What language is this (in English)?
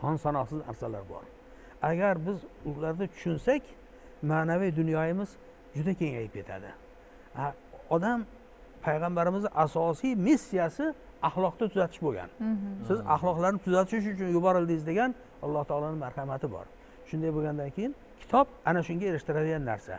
Uzbek